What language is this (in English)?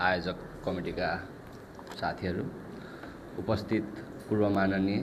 Nepali